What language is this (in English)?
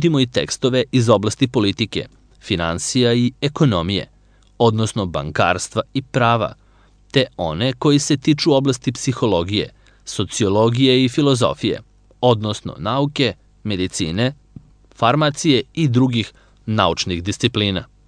Serbian